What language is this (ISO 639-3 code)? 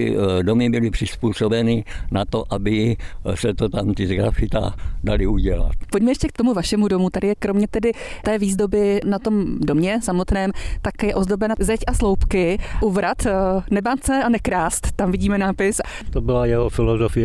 ces